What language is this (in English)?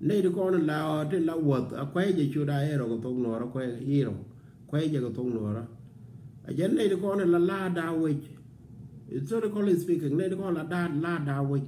Nuer